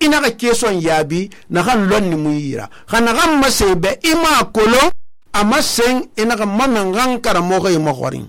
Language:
Susu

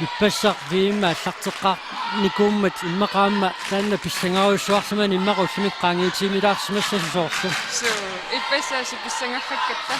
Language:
Kalaallisut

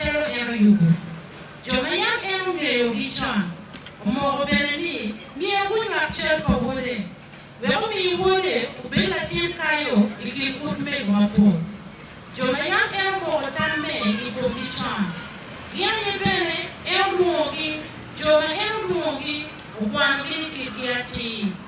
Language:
Acoli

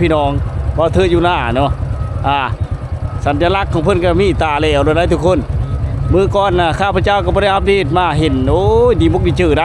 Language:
Lao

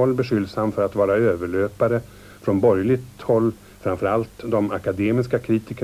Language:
Swedish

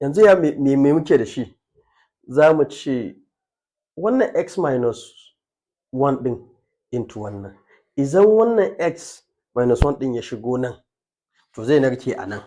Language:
Hausa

